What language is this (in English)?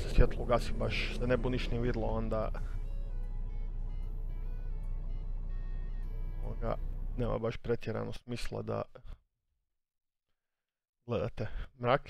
Croatian